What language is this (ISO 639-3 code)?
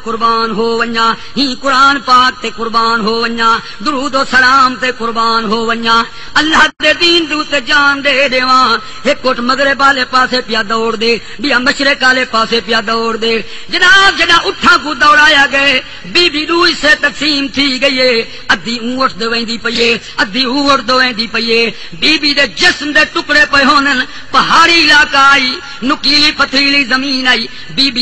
skr